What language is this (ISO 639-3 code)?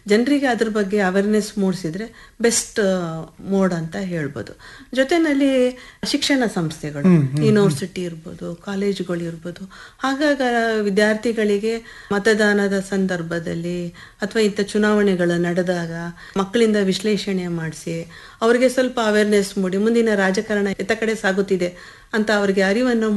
kan